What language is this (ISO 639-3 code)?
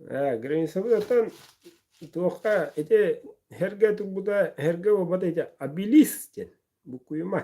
sah